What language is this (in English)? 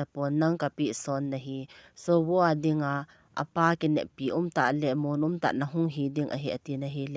Thado Chin